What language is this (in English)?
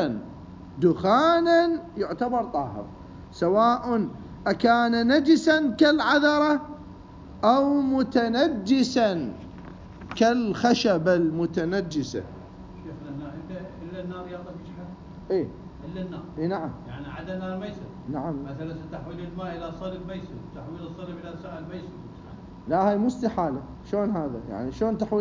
Mesopotamian Arabic